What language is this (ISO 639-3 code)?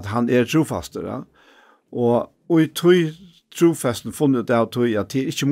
fao